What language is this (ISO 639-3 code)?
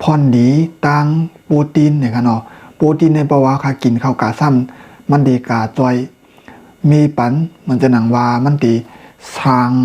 shn